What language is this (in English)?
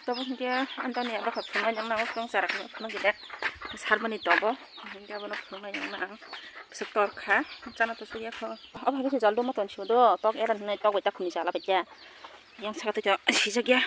Kok Borok